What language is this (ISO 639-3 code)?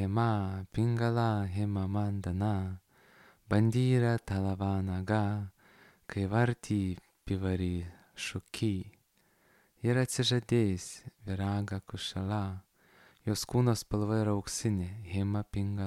lit